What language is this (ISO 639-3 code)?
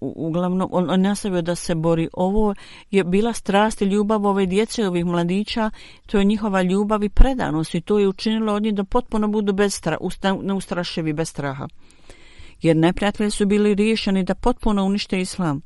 bos